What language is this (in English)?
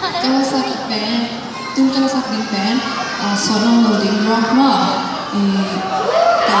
Tedim Chin